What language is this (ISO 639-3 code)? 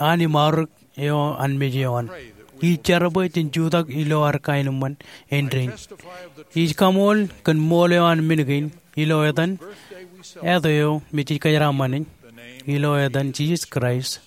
mah